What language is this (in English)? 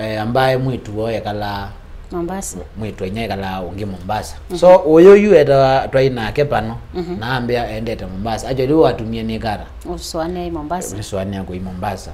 Kamba